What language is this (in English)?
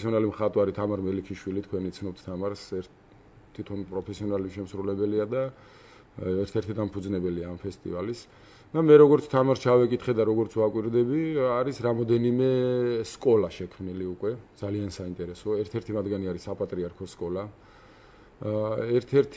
Georgian